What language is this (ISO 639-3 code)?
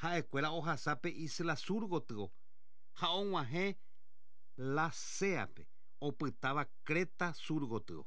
grn